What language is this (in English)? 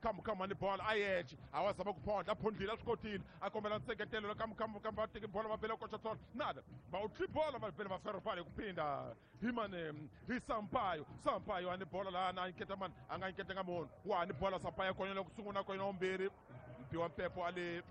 Tsonga